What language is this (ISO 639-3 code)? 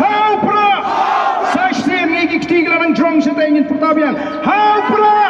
kha